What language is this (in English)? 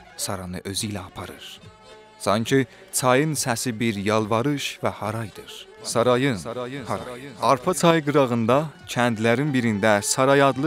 South Azerbaijani